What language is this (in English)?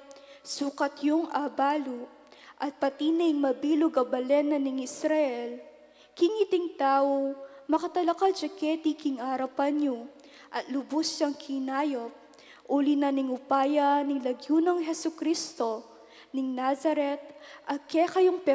Pampanga